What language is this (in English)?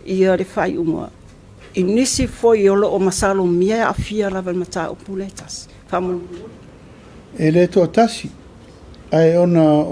Samoan